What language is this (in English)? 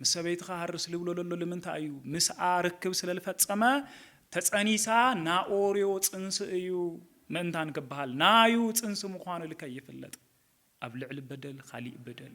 Tigrinya